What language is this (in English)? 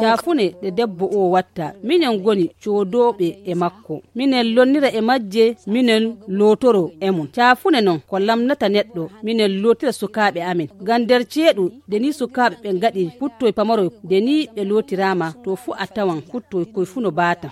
Nigerian Fulfulde